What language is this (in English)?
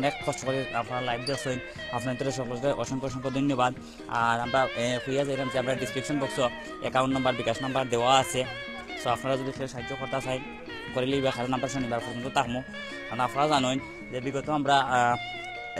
Sylheti